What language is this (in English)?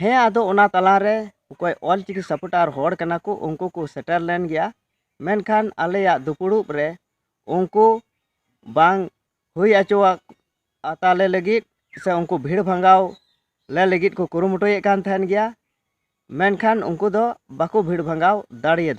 Santali